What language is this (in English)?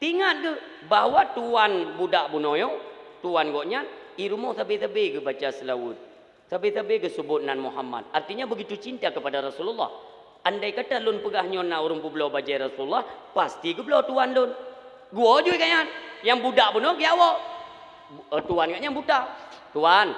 Achinese